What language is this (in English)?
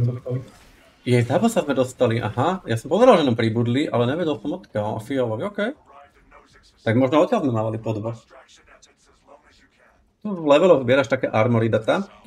Slovak